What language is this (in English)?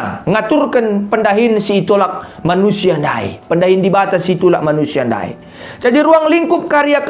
Batak Karo